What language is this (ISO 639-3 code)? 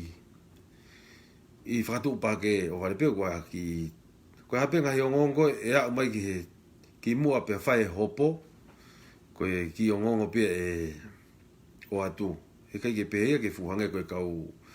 ton